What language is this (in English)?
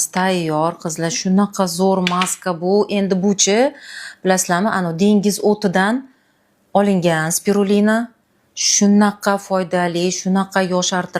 Uzbek